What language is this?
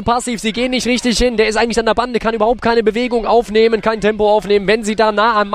German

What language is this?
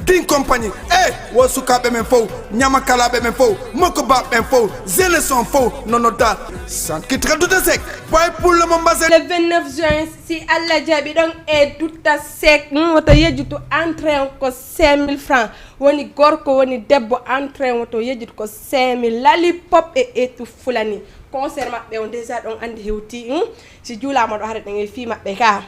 Fula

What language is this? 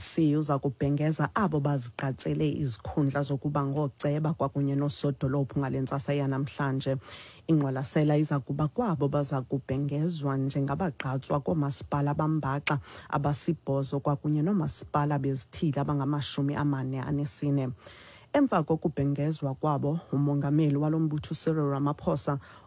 Xhosa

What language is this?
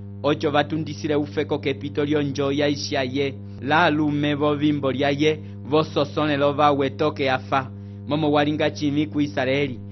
Umbundu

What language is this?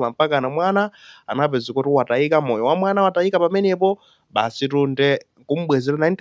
Nyanja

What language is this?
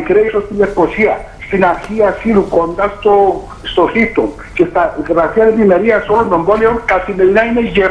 Greek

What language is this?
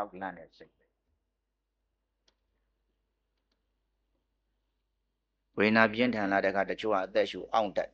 Burmese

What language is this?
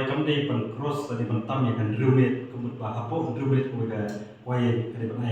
Khasi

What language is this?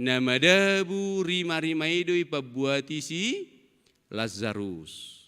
Batak Toba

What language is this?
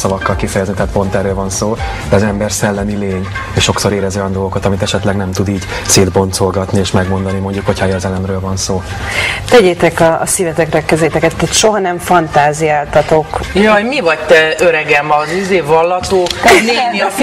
Hungarian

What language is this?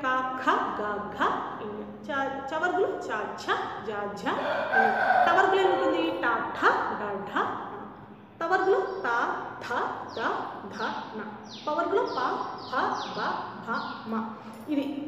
Telugu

